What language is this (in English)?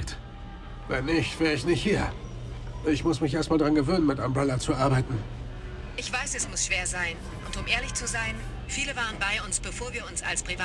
Bavarian